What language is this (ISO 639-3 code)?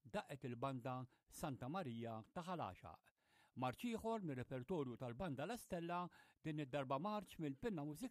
mlt